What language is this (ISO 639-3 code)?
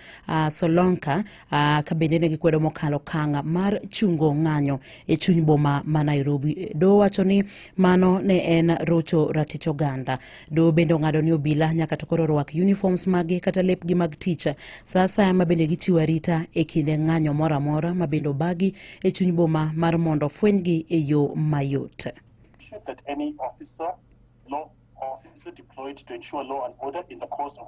luo